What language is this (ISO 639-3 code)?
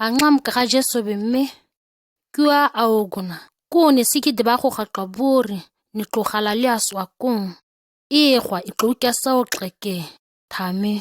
gnk